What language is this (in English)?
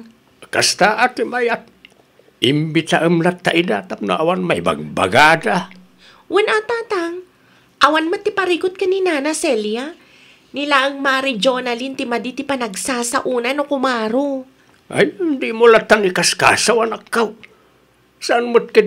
Iloko